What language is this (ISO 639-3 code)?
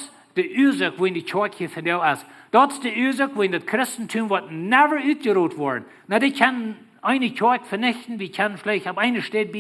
pdt